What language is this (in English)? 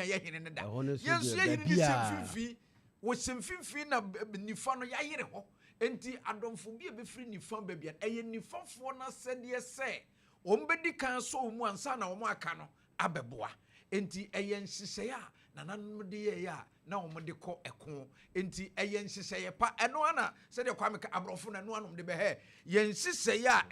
Akan